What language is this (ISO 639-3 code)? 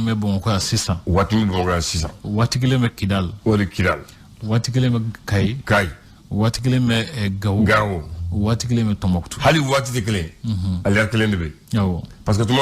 bam